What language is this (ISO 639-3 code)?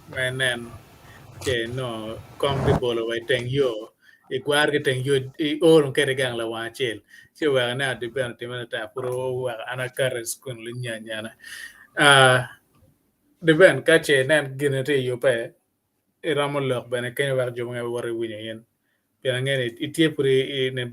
ach